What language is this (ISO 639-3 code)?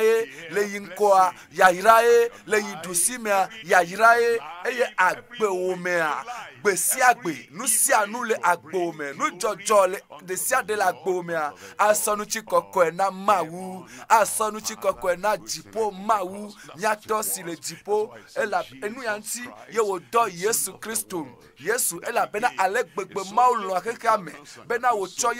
ewe